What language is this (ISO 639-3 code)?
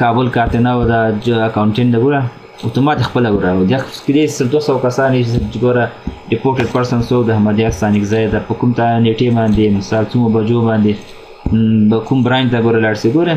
pus